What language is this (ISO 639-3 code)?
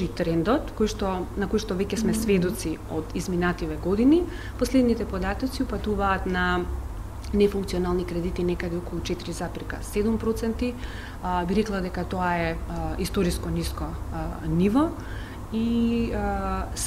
mkd